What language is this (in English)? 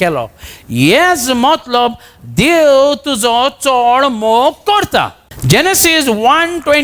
Konkani